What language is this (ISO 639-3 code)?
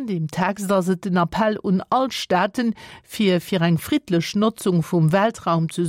ltz